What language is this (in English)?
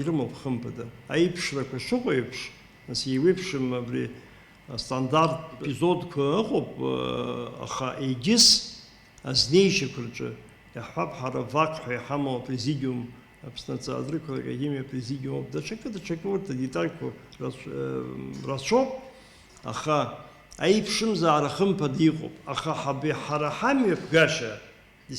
Abkhazian